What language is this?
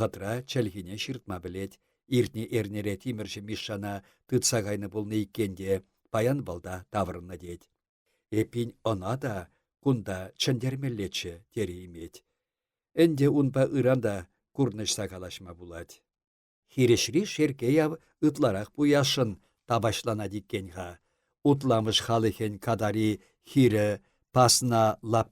Chuvash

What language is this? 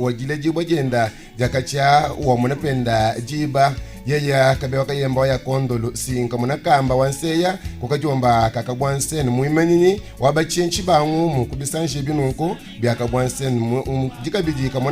Luba-Lulua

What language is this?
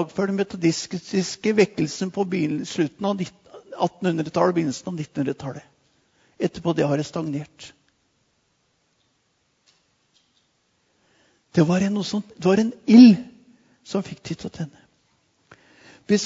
Norwegian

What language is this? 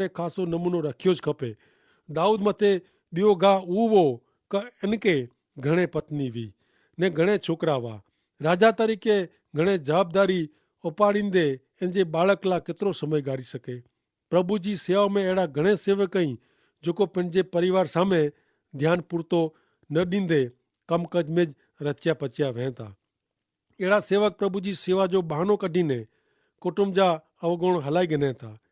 Kachhi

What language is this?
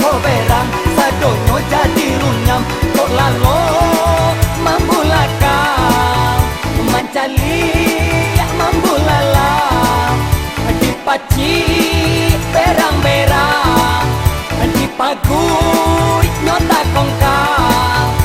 Minangkabau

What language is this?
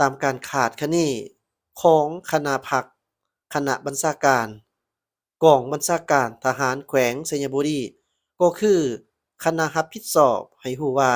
Lao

